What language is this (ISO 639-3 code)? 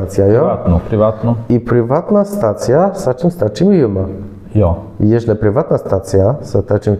csb